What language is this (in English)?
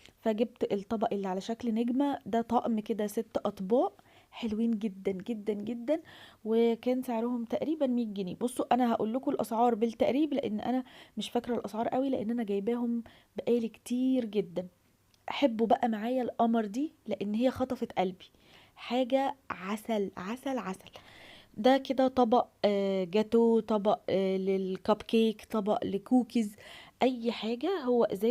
Egyptian Arabic